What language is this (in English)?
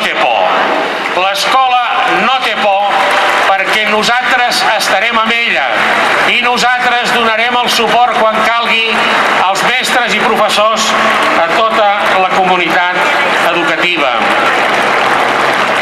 Catalan